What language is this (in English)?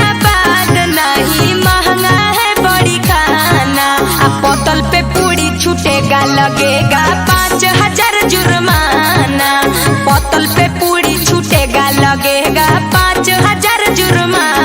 Magahi